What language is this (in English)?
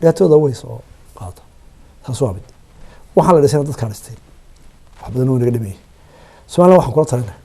Somali